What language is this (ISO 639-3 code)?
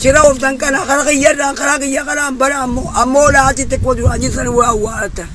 orm